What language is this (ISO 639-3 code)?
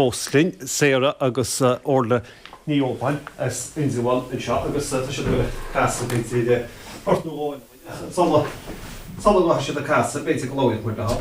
gle